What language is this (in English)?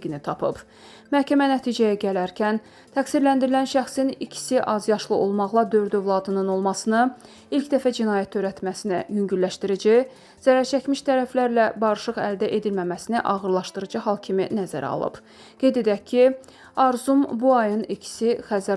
Azerbaijani